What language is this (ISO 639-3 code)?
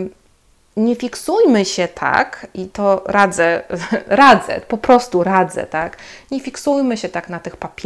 pol